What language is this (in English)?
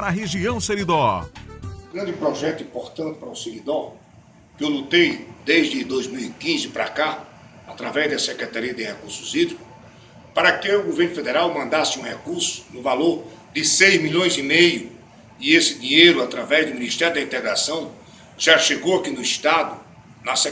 Portuguese